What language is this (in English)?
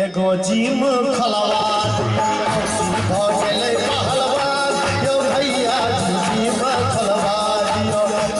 Maithili